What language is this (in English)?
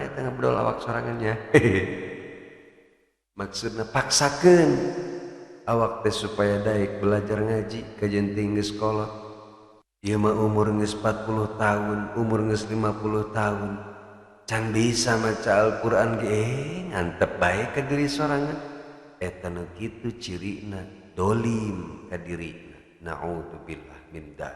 Sundanese